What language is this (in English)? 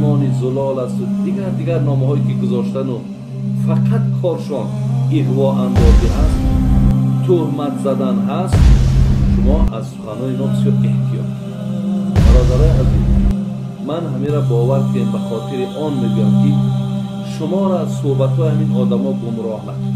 Tajik